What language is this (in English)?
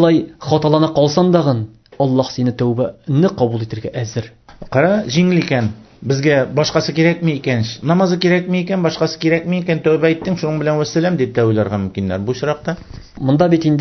Tatar